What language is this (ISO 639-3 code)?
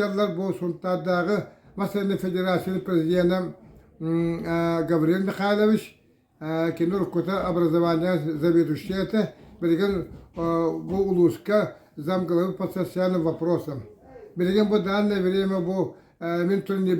sah